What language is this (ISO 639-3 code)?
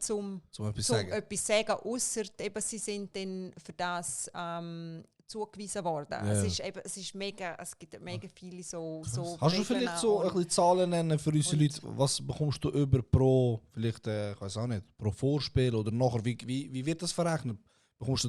gsw